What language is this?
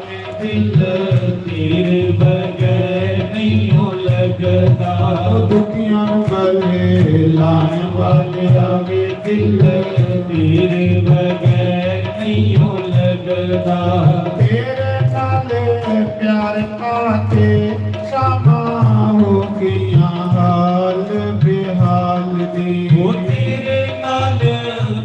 Dogri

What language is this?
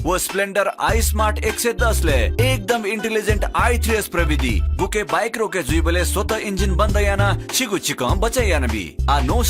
Newari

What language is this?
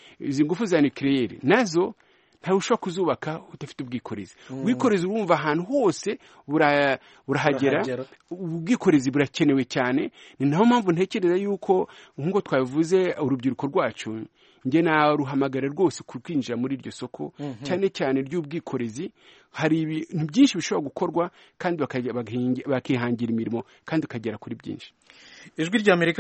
Kinyarwanda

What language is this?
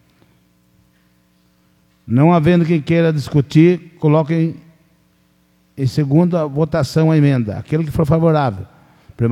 Portuguese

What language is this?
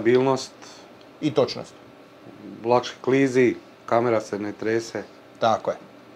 Croatian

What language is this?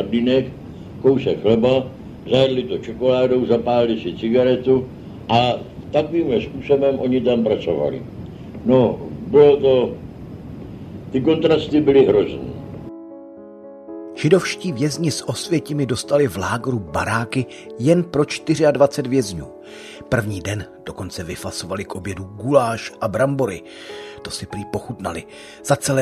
Czech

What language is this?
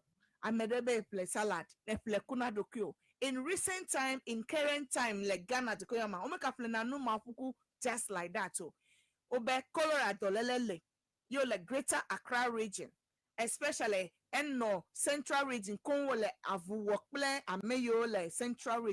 Ewe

